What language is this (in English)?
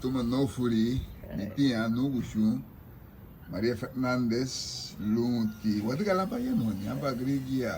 Garifuna